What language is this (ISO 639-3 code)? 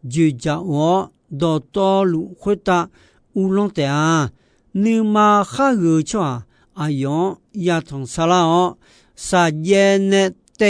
ahk